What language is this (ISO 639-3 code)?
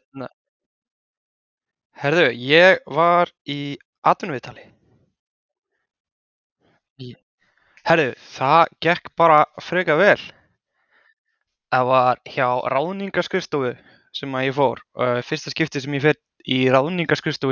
isl